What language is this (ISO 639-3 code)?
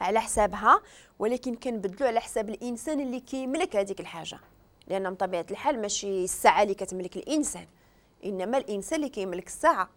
ary